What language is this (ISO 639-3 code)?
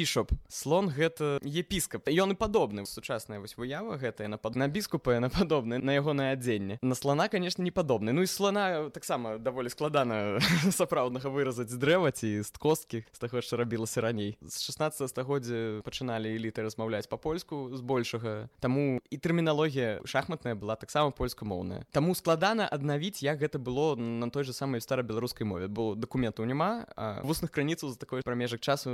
bel